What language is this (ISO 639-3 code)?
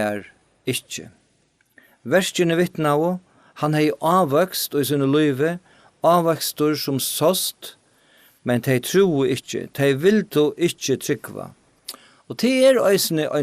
fao